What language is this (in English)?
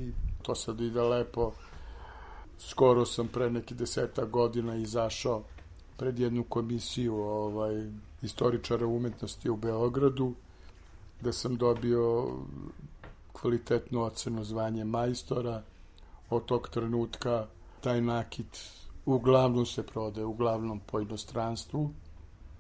Serbian